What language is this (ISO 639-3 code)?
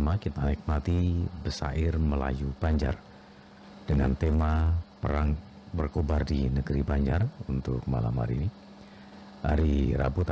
bjn